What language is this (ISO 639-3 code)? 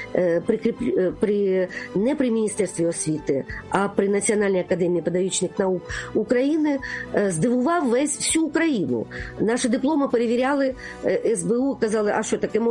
ukr